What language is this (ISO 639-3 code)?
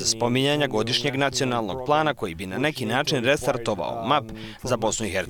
bos